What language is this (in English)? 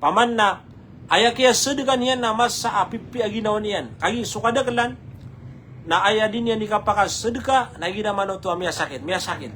Maranao